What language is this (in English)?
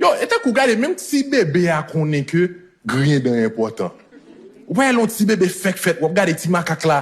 Haitian Creole